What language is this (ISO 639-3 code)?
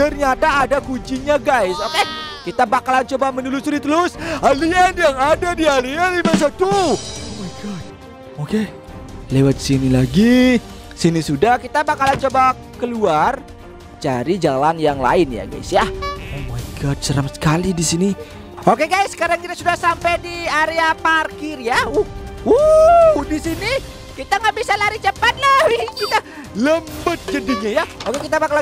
ind